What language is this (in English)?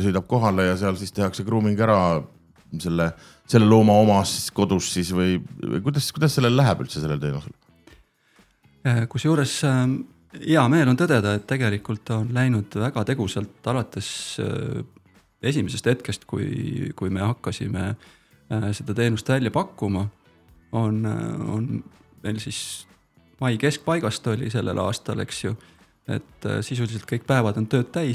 Estonian